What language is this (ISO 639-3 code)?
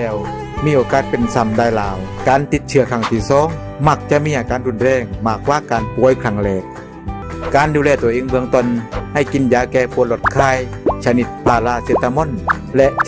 lao